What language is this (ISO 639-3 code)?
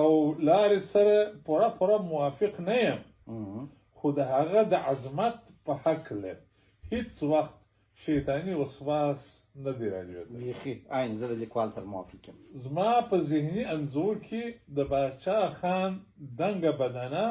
pus